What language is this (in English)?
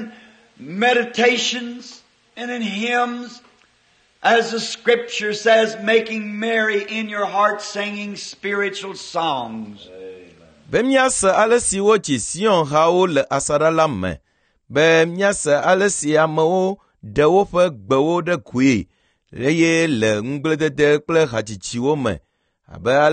Ewe